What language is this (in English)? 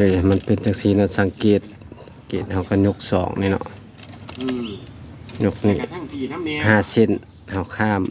Northeastern Thai